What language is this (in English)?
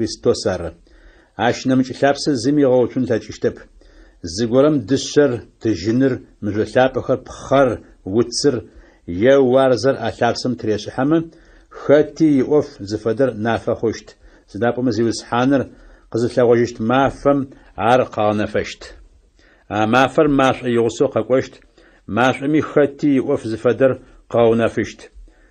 Adyghe